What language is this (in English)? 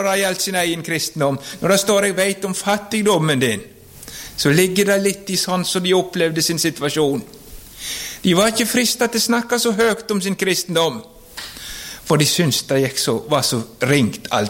Norwegian